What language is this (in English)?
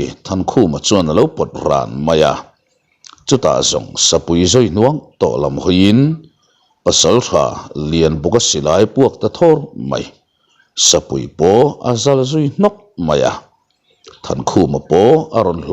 Mizo